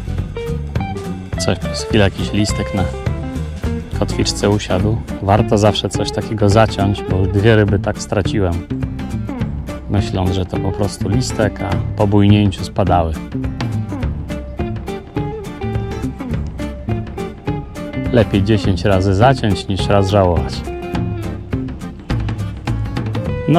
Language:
Polish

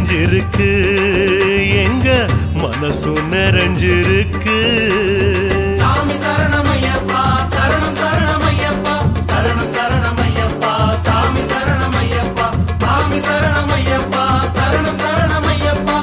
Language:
Tamil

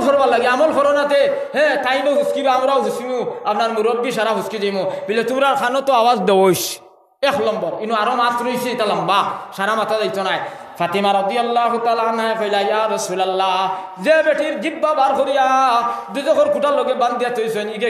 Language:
Sylheti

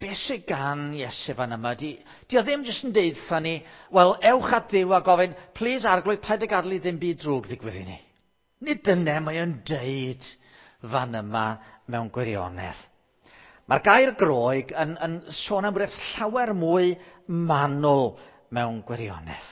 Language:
Welsh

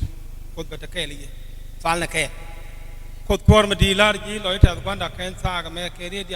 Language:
Nuer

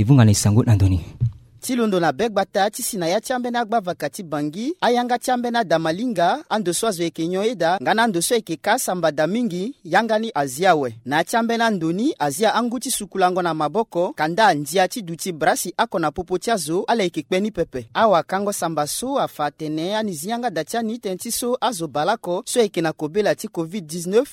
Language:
Sango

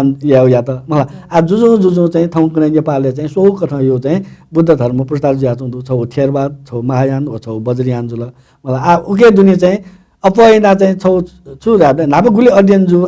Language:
Newari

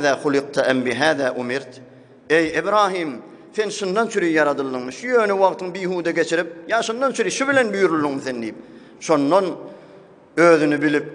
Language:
Turkmen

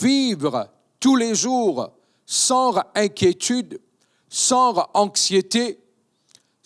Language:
Morisyen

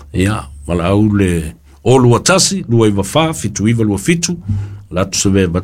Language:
Samoan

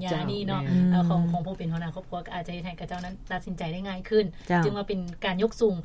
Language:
Lao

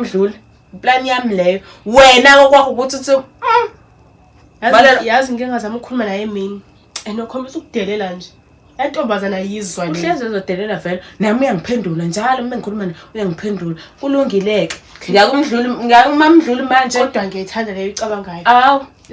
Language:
Zulu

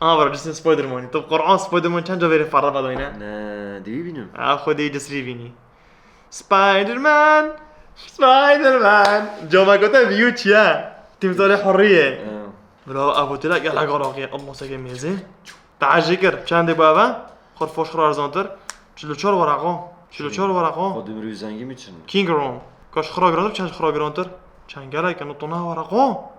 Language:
Kurdish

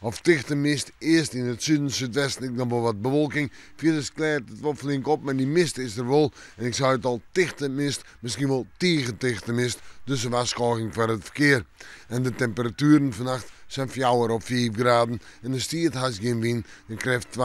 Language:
Western Frisian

